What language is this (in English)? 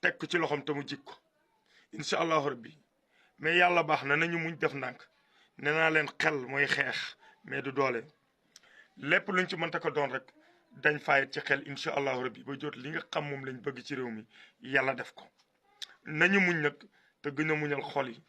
Wolof